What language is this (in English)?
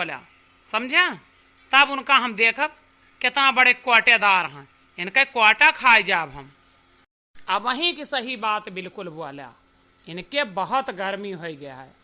Awadhi